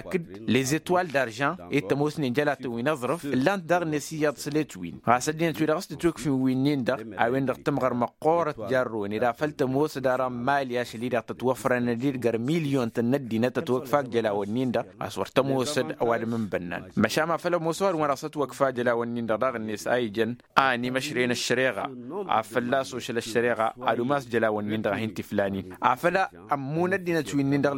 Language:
Tamasheq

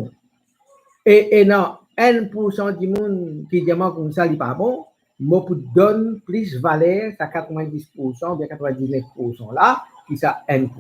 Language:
Morisyen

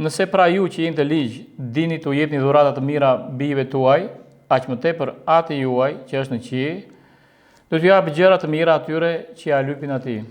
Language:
Albanian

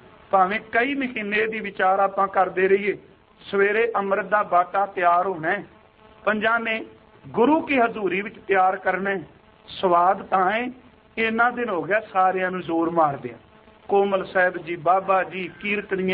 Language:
Punjabi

